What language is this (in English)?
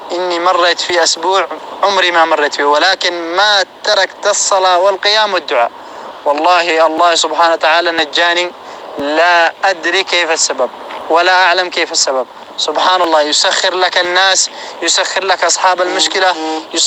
North Levantine Arabic